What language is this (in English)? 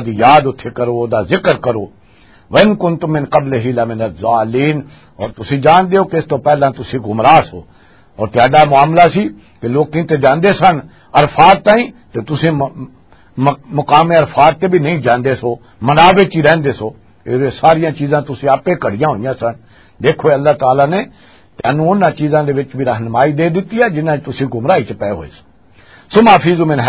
Western Panjabi